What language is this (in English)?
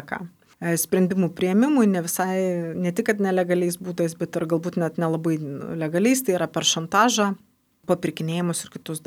Lithuanian